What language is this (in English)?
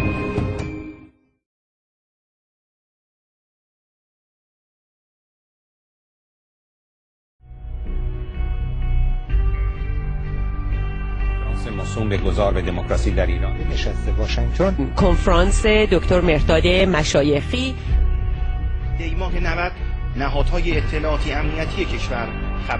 Persian